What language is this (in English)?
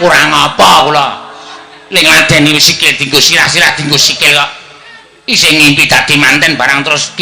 Javanese